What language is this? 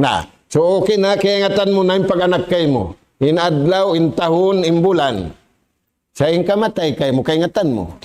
Tausug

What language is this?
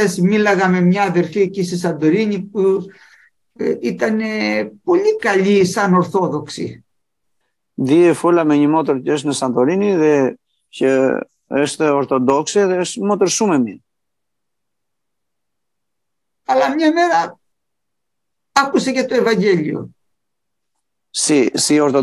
Greek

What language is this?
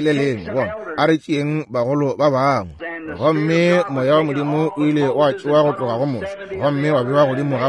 Northern Sotho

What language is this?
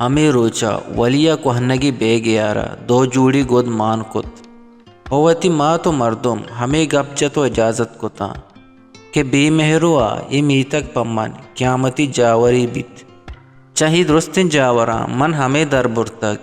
Baluchi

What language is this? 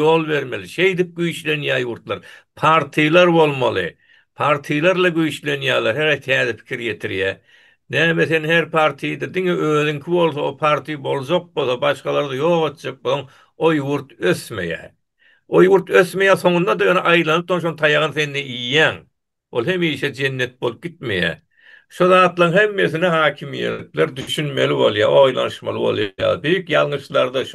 Turkmen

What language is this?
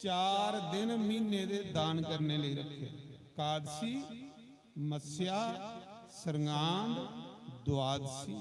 Dogri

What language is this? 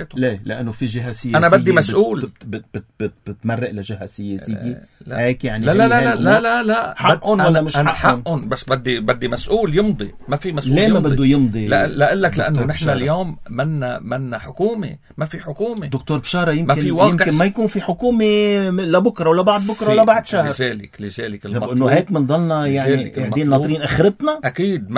North Levantine Arabic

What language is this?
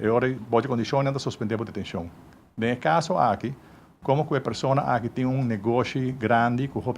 Papiamento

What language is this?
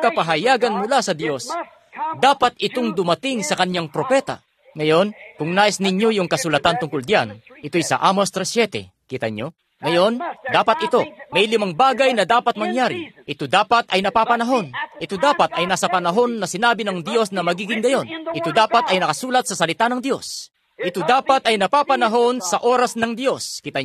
Filipino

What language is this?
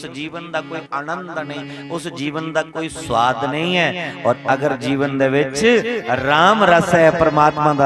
Dogri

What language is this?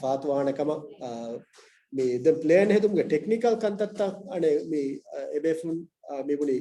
Divehi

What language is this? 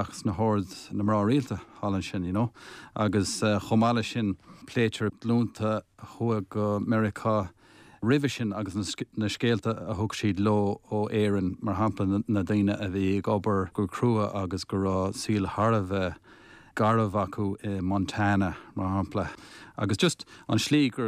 Irish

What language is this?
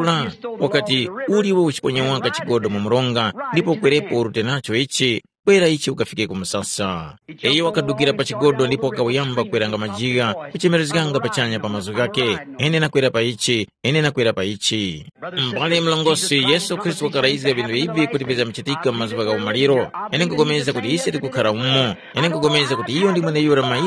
Tumbuka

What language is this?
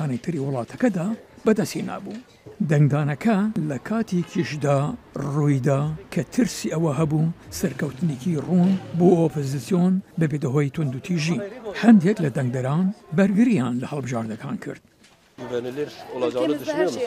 Central Kurdish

